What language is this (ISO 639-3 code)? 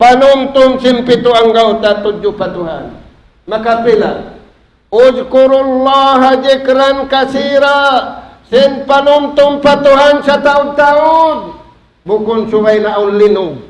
tsg